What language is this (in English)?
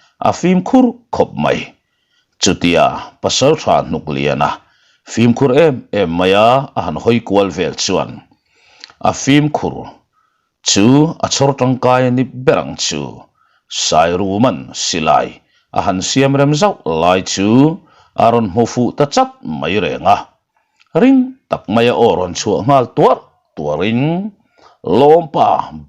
Mizo